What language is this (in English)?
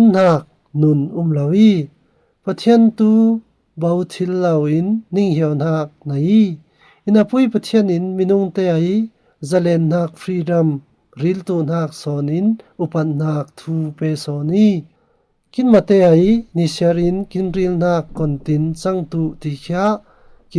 Falam Chin